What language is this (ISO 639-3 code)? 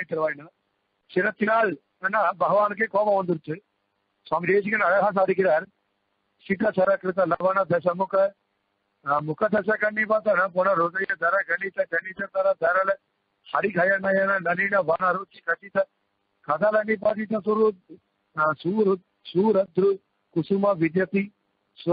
tam